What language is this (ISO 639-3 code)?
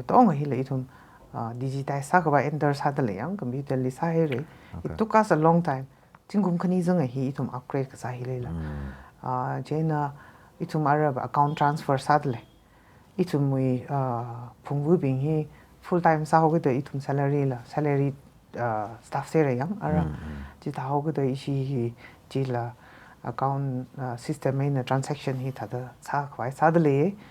nmf